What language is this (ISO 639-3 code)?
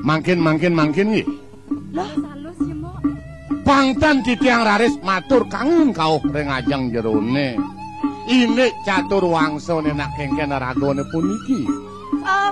ban